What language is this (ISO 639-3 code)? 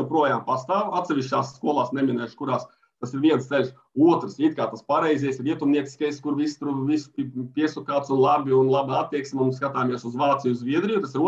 lav